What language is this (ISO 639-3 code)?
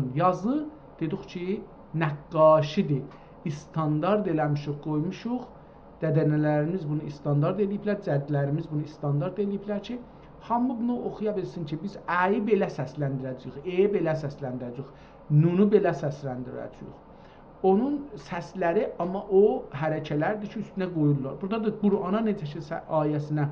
azb